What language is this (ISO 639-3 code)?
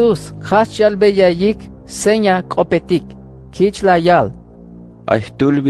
tzh